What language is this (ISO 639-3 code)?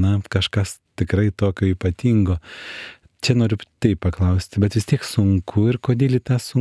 lit